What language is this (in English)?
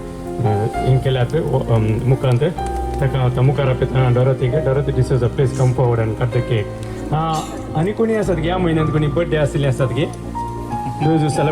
Konkani